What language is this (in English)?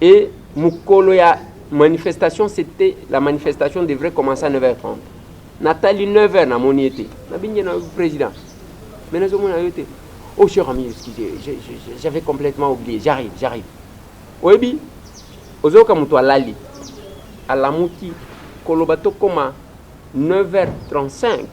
Lingala